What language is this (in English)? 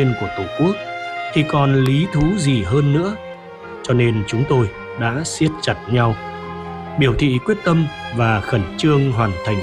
Vietnamese